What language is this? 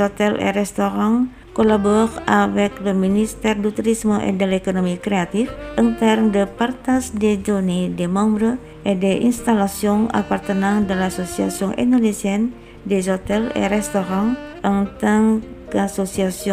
French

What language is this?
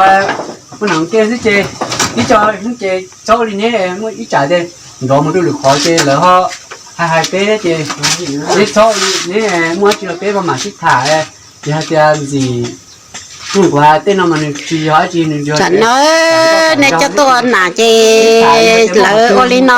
Hmong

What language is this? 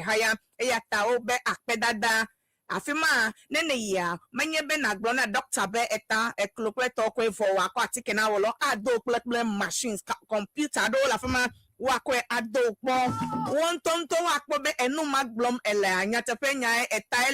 Ewe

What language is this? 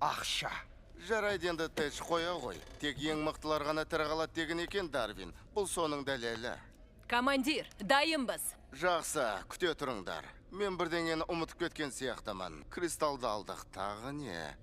Kazakh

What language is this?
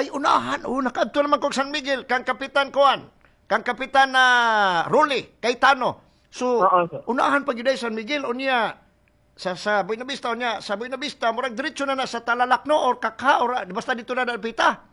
Cebuano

